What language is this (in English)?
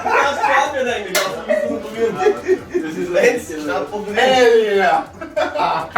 Bavarian